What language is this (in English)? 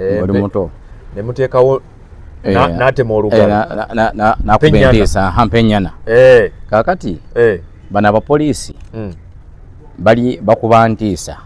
Ganda